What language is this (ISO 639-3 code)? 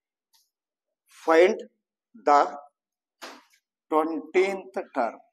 kan